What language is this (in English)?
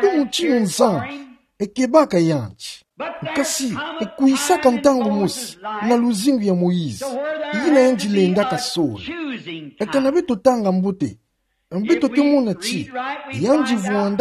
Kituba (Democratic Republic of Congo)